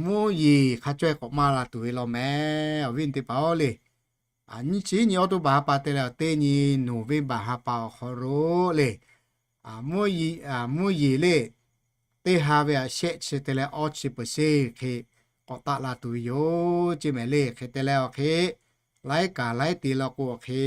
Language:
Lahu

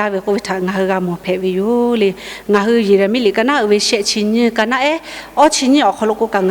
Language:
Lahu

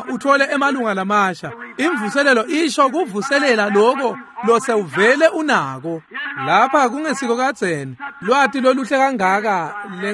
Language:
Swati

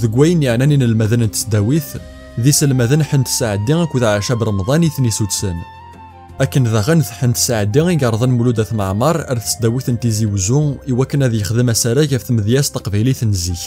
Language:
Kabyle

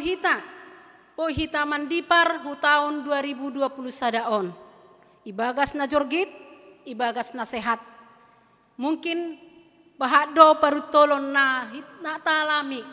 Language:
Batak Simalungun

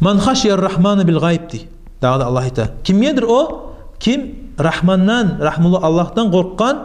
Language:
Kumyk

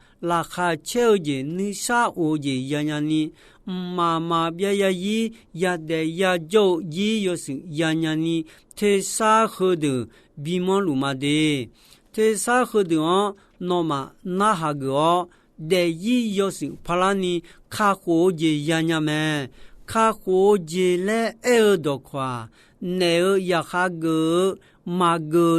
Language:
Akha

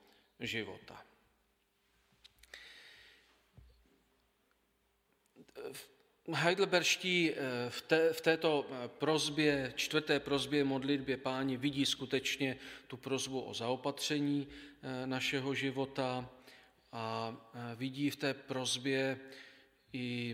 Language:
Czech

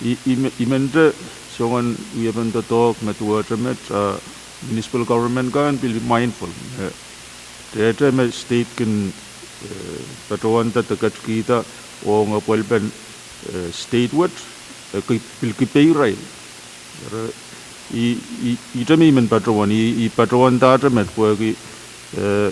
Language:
Pohnpeian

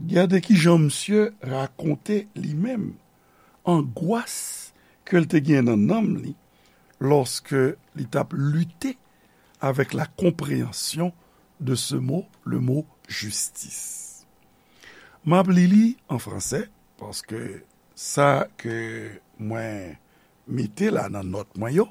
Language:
Haitian Creole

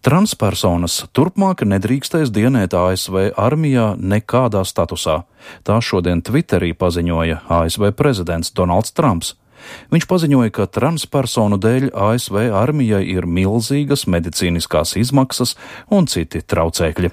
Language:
Latvian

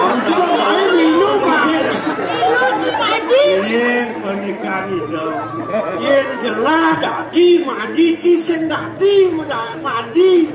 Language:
Balinese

